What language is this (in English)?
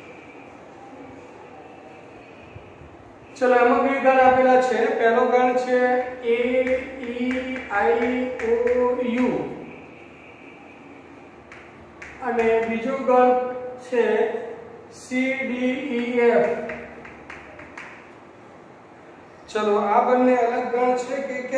Gujarati